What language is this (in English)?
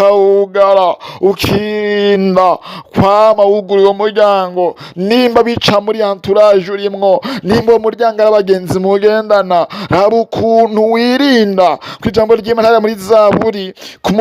Rundi